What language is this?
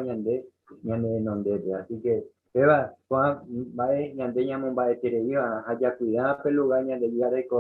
Guarani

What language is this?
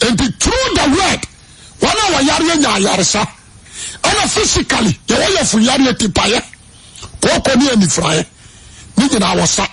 Akan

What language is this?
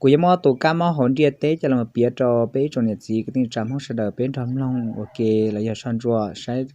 Hmong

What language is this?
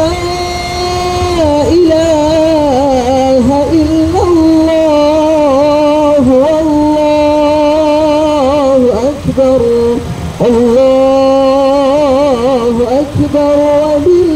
Batak Mandailing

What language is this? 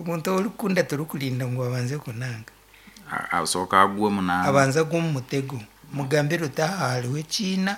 Nyankole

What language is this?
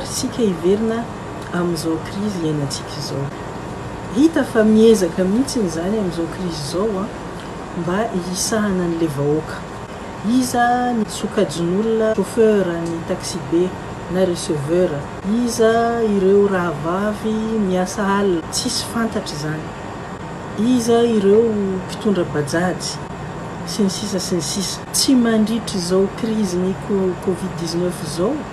Malagasy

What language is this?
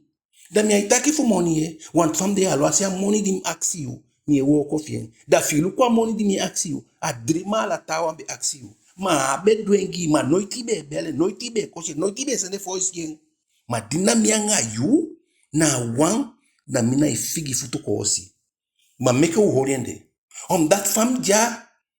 Eastern Maroon Creole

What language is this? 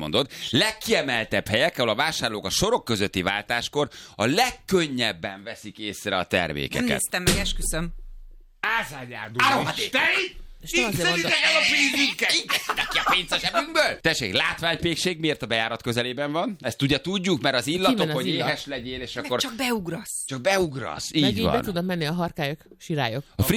Hungarian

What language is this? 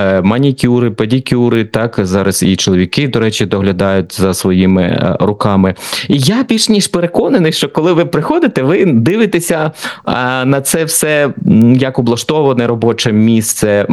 Ukrainian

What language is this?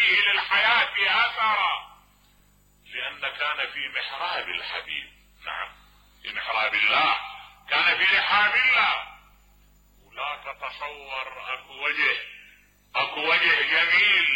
Mesopotamian Arabic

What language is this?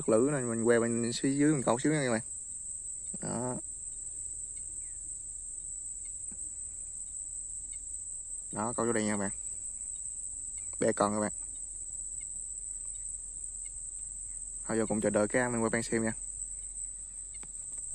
Vietnamese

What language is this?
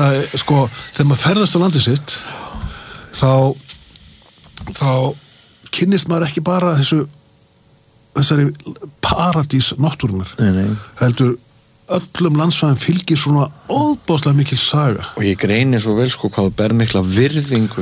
Icelandic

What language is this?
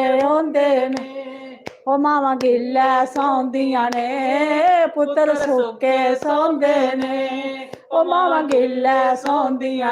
Dogri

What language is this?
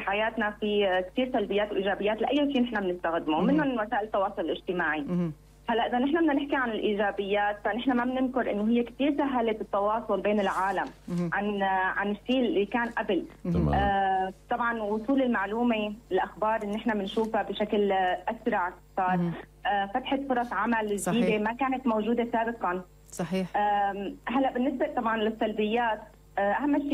North Levantine Arabic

